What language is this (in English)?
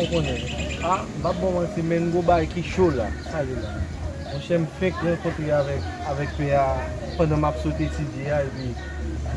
Haitian Creole